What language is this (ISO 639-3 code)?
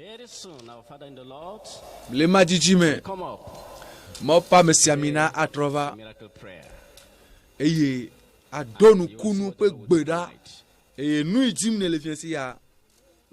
ewe